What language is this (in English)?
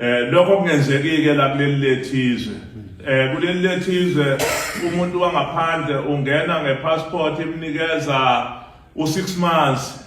Zulu